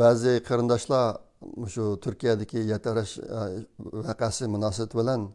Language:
Uyghur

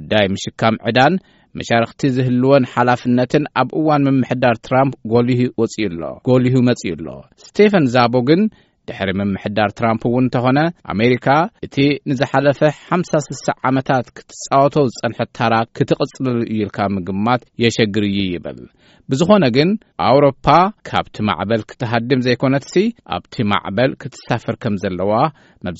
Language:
Tigrinya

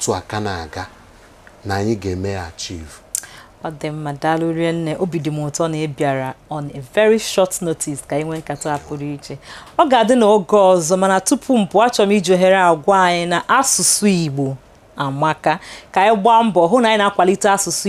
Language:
Igbo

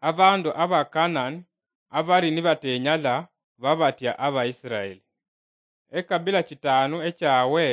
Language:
Luyia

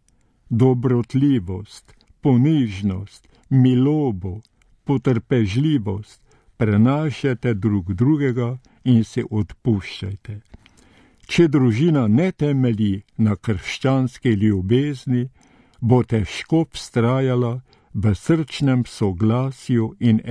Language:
Slovenian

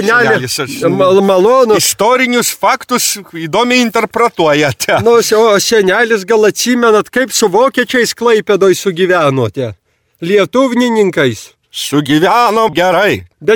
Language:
Lithuanian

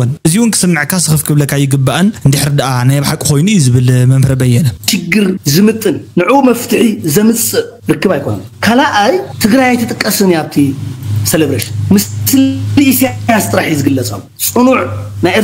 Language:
Tigrinya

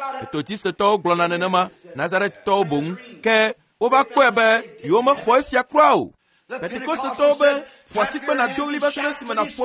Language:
Ewe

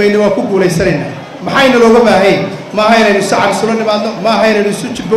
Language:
Somali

